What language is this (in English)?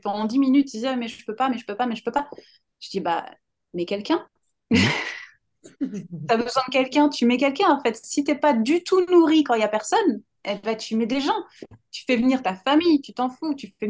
French